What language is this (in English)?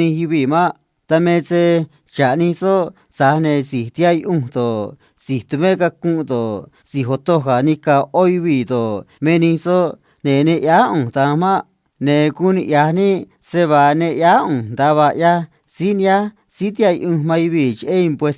Copala Triqui